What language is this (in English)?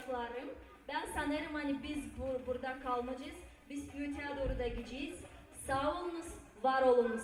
Gagauz